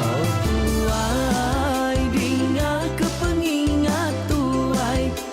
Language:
Iban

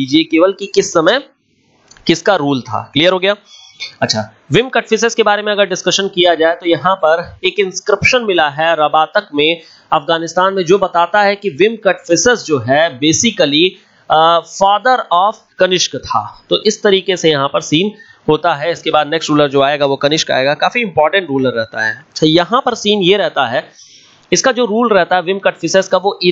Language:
Hindi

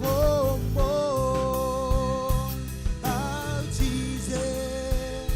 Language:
Marshallese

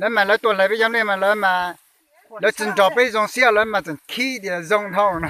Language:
Hmong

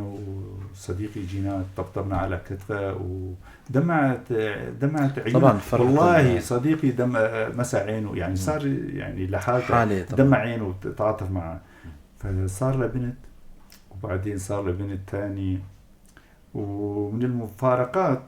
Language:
North Levantine Arabic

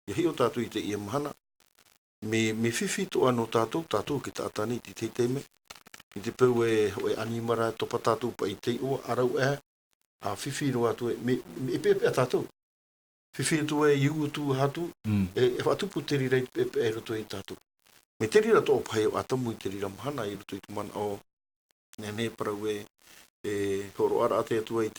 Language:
Tahitian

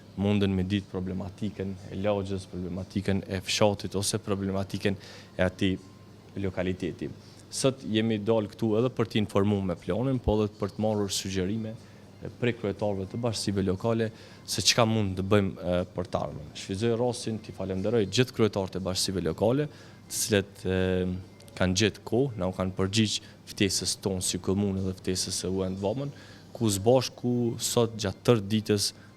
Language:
Albanian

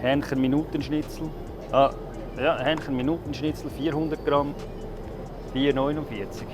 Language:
Swiss German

